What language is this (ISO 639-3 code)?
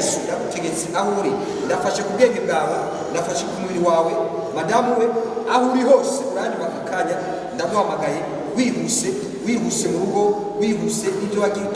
kin